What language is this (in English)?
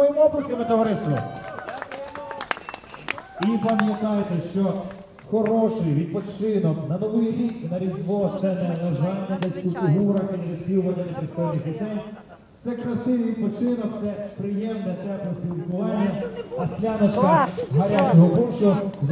Ukrainian